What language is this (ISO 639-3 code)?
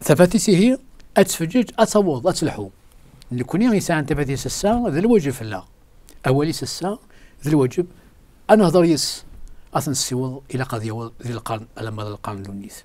kab